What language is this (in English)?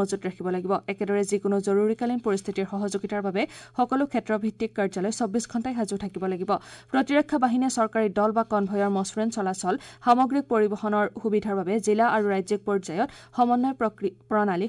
Assamese